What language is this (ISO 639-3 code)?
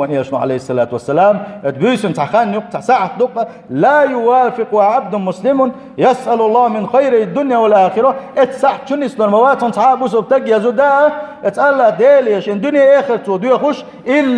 che